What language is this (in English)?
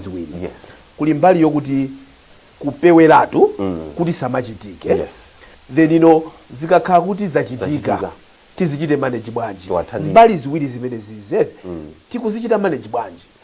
Nyanja